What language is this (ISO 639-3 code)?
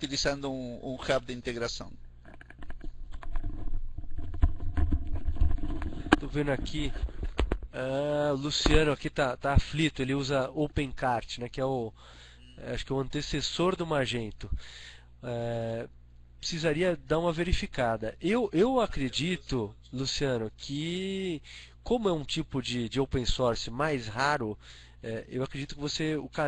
por